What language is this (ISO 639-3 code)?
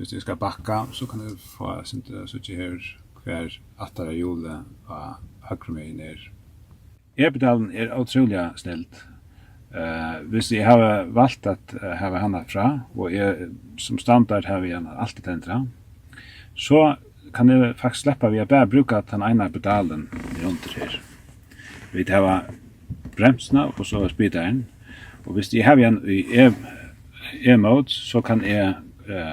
fao